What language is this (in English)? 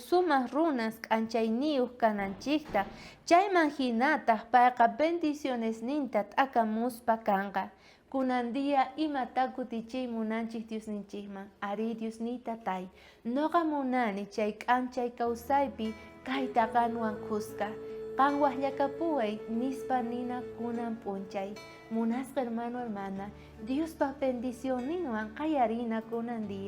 South Bolivian Quechua